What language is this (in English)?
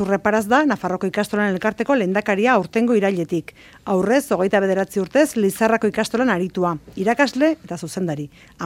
Basque